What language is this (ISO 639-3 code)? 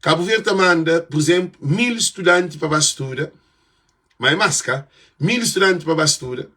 kea